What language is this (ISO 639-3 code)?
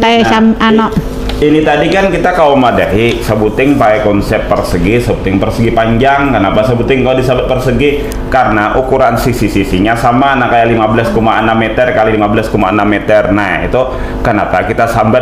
bjn